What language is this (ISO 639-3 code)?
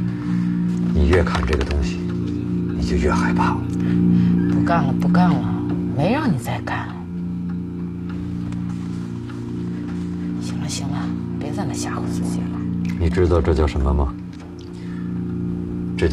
zho